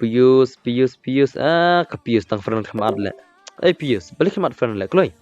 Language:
Khasi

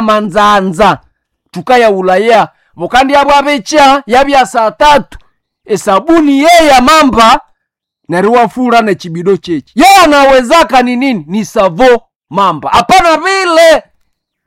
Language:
Nande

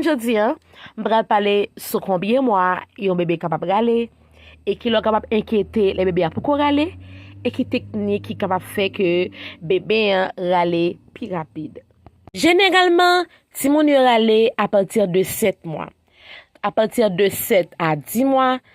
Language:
Haitian Creole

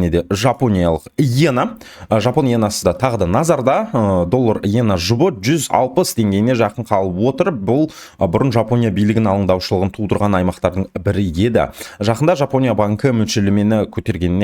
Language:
Kazakh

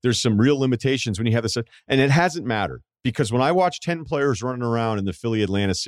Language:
English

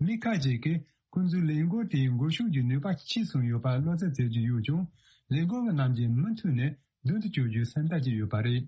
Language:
Tibetan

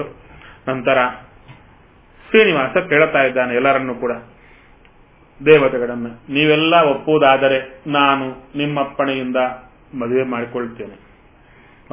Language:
Kannada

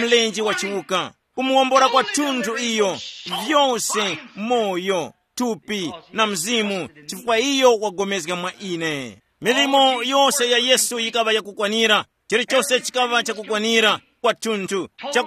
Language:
Tumbuka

